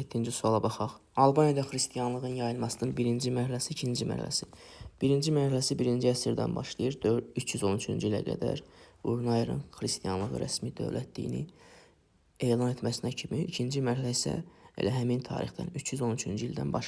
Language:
Azerbaijani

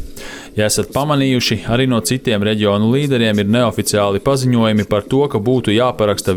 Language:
Latvian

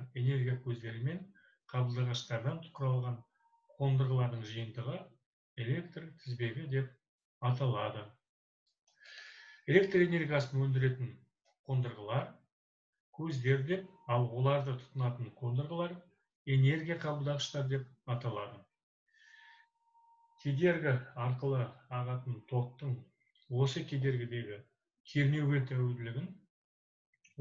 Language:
Kazakh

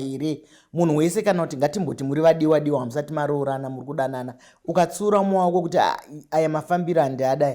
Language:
Shona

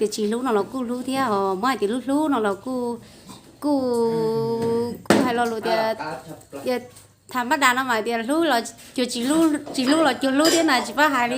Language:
Hmong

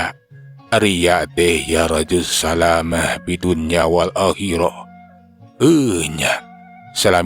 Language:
Sundanese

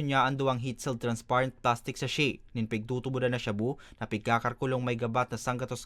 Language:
Bikol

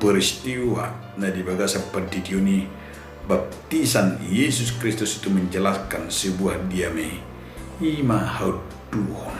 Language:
Batak Toba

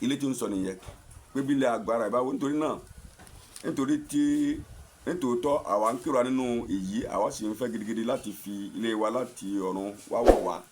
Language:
Yoruba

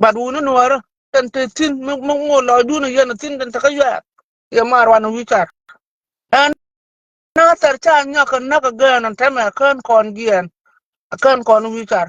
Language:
Nuer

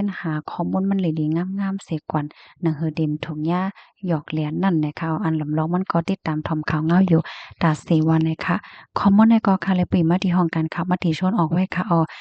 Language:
Shan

